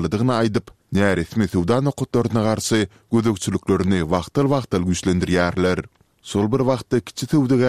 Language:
Turkmen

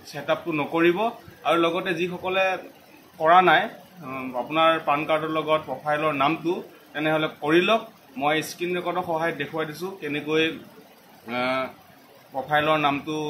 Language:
Assamese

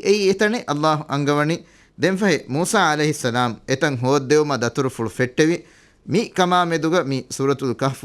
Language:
Divehi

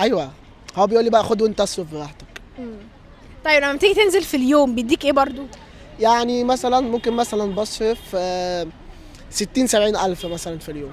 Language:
Egyptian Arabic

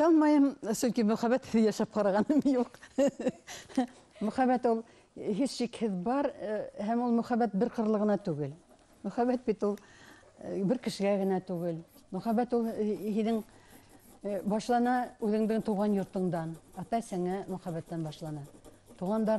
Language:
Bashkir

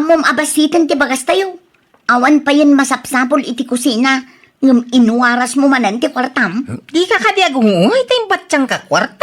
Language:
Iloko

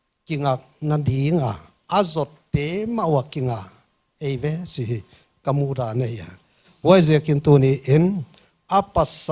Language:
Paite Chin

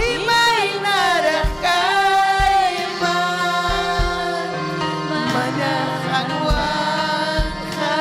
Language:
Ayacucho Quechua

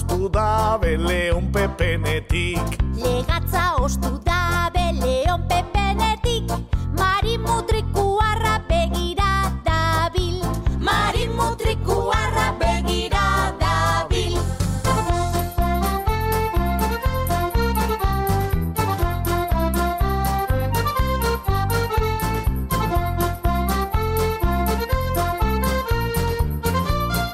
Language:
Basque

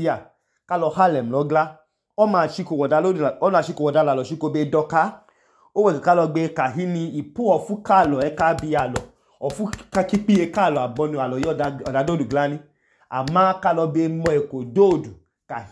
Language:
Idoma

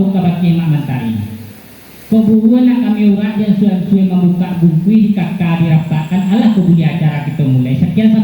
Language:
Minangkabau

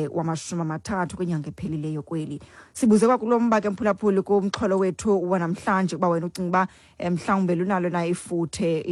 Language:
Xhosa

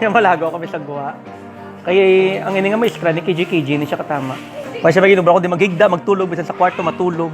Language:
Hiligaynon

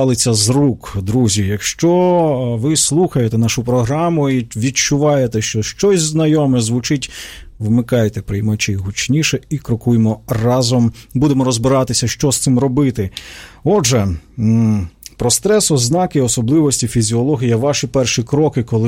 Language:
Ukrainian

